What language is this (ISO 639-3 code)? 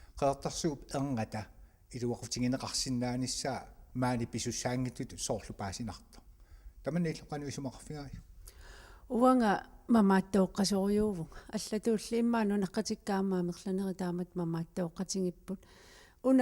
kal